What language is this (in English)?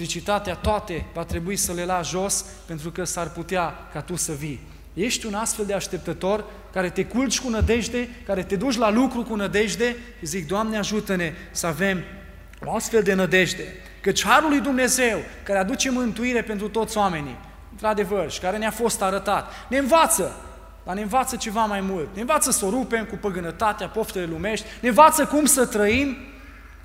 Romanian